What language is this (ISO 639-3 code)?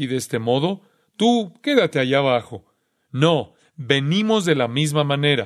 spa